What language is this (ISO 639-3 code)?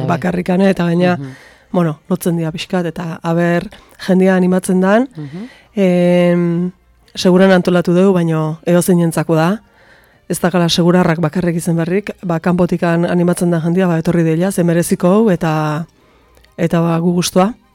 eus